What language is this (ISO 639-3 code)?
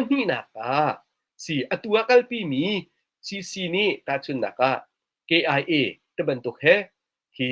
cnh